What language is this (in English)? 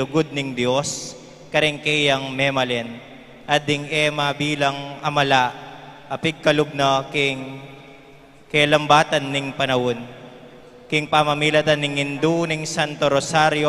Pampanga